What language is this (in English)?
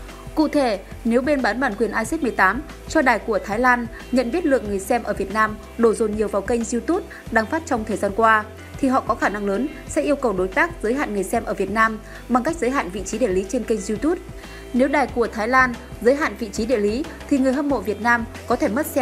Vietnamese